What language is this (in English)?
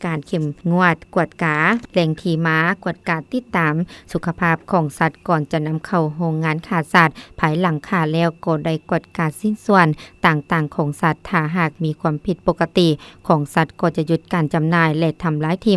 Lao